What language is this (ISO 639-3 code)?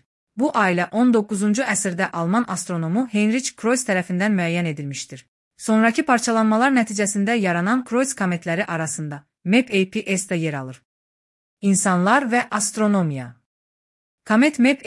aze